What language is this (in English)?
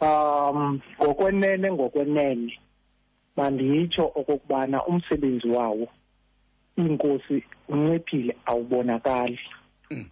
Xhosa